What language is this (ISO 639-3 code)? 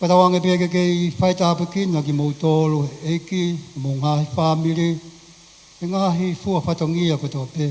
ton